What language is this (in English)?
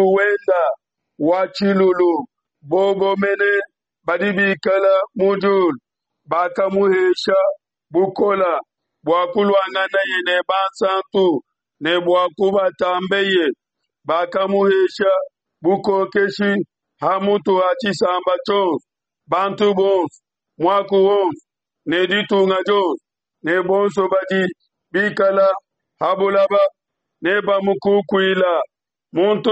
Luba-Lulua